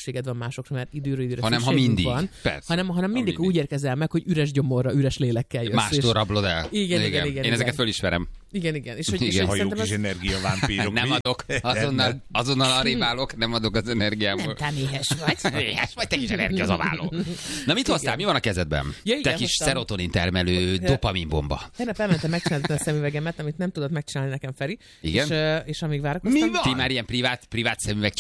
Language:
Hungarian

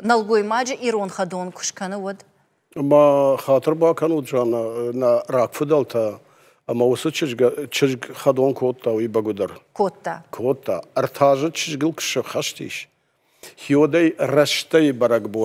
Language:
Ossetic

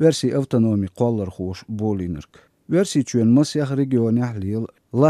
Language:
Chechen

